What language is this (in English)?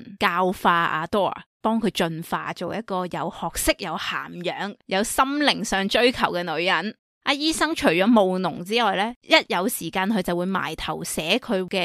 Cantonese